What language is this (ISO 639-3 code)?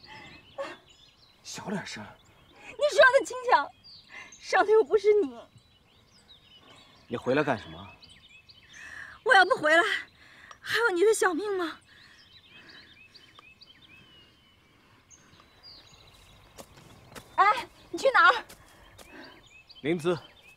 zho